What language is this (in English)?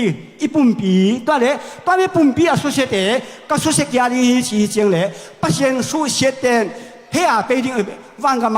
Tedim Chin